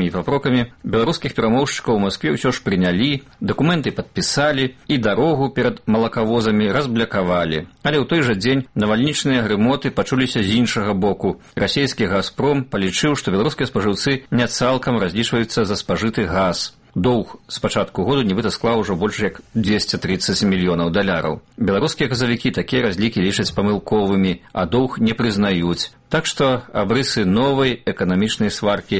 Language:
Belarusian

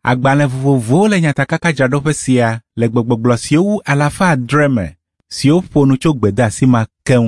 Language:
Ewe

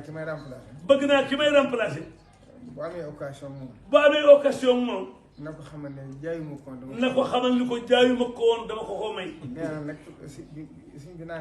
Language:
Wolof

